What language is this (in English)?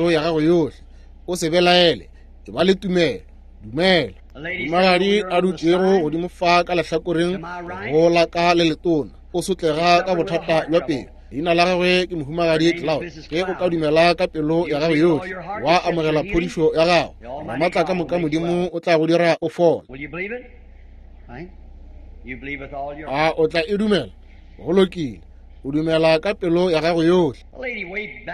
Northern Sotho